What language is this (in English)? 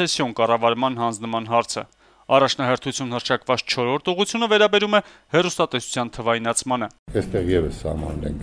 Armenian